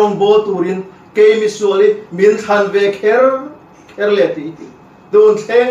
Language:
Mizo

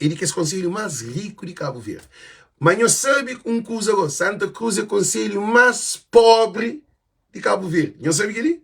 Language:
Kabuverdianu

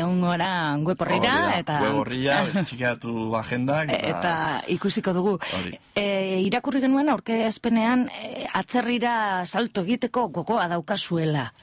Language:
Basque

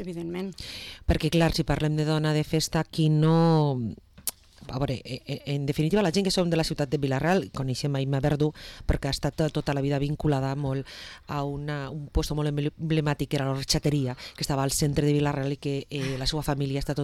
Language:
Catalan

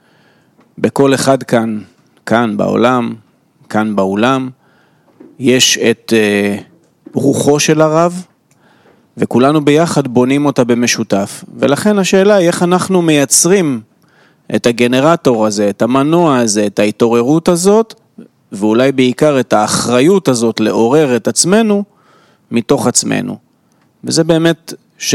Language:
Hebrew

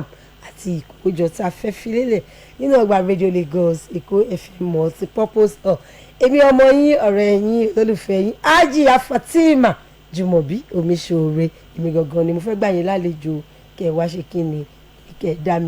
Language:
Yoruba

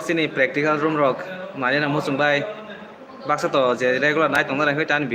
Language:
Kok Borok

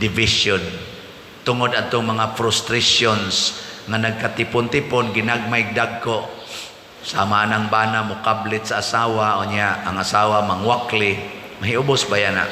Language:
Cebuano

